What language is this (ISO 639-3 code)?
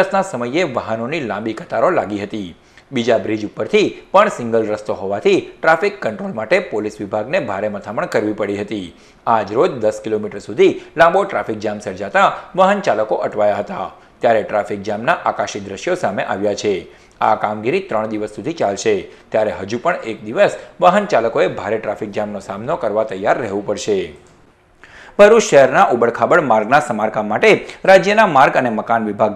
guj